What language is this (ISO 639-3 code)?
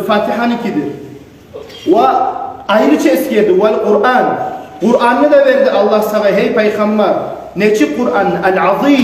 kum